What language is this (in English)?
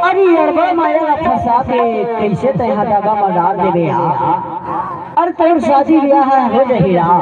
Chhattisgarhi